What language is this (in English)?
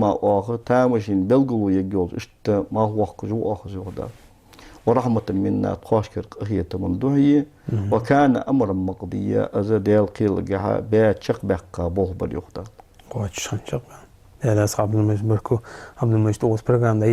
Ingush